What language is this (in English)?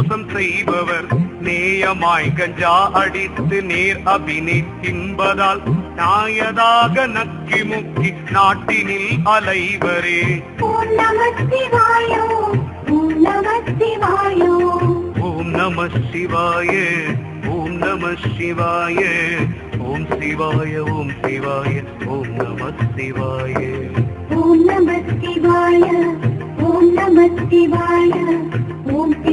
Tamil